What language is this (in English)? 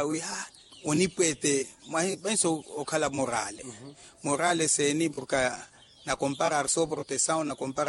Makhuwa